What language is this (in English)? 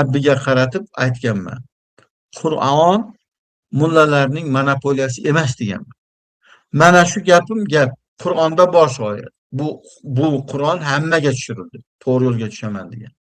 Uzbek